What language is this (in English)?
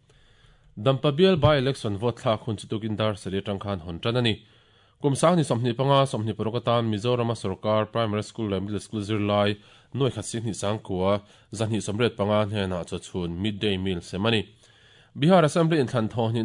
Mizo